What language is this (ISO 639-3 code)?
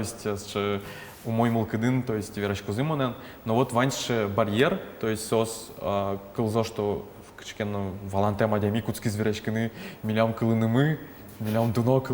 udm